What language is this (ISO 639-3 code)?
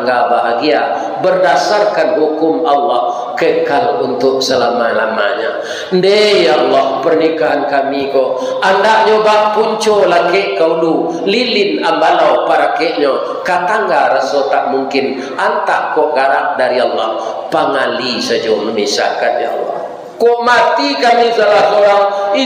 min